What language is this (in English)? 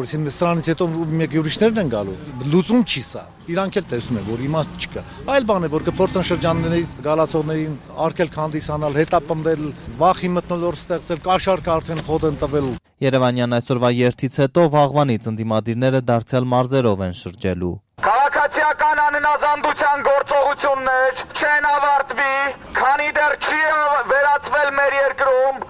Armenian